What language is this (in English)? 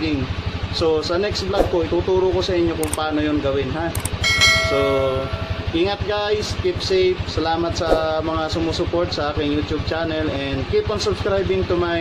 Filipino